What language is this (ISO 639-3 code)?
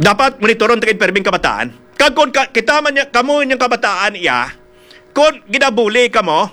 hil